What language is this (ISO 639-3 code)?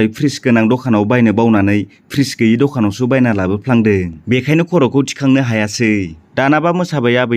brx